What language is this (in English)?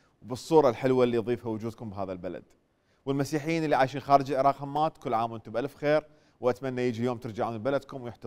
Mesopotamian Arabic